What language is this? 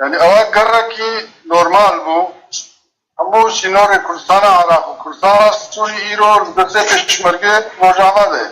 Kurdish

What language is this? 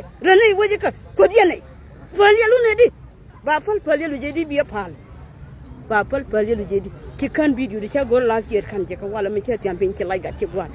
Nuer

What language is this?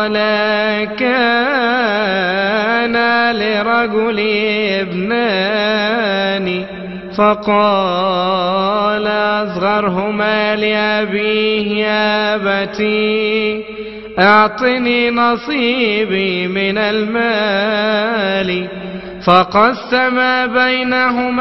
Arabic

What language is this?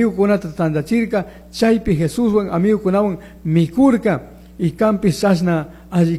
Chimborazo Highland Quichua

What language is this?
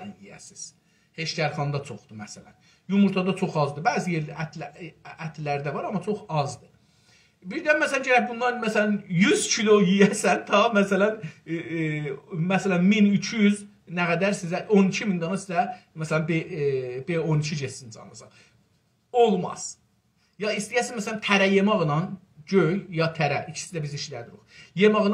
South Azerbaijani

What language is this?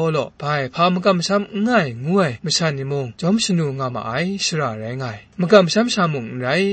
Kachin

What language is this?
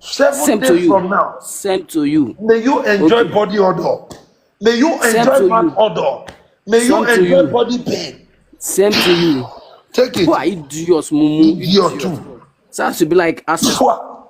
Nigerian Pidgin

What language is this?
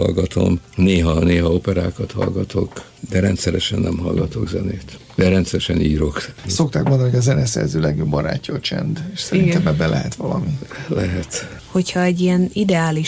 Hungarian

